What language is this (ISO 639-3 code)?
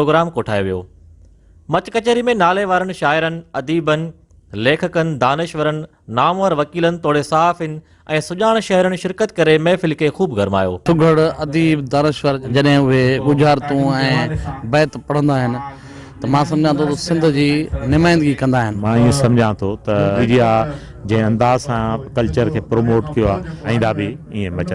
snd